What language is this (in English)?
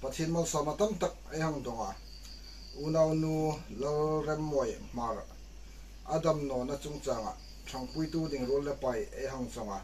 Hmar